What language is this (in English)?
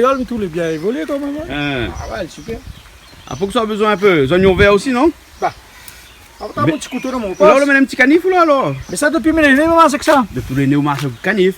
Réunion Creole French